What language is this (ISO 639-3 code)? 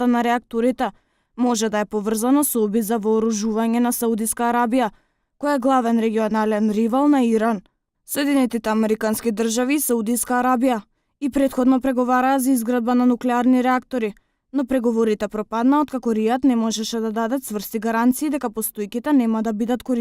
mkd